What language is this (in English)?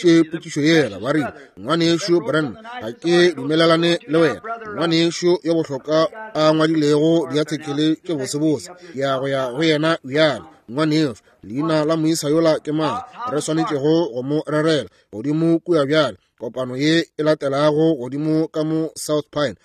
Northern Sotho